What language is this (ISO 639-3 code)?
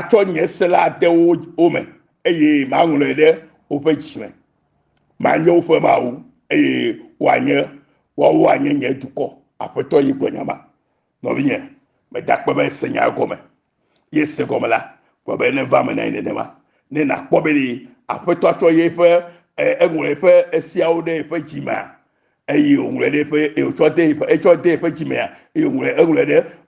ewe